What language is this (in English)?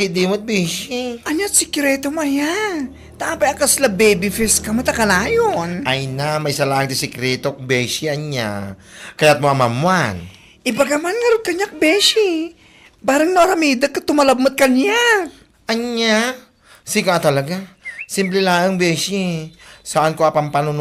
Iloko